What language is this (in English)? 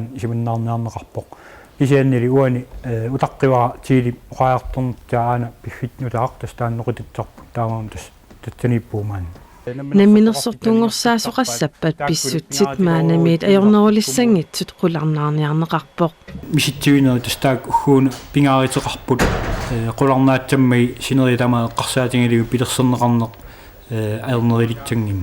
Kalaallisut